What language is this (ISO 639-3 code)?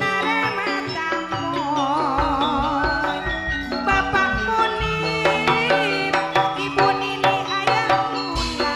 mad